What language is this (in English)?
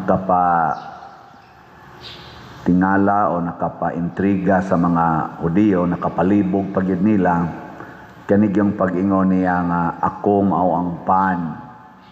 Cebuano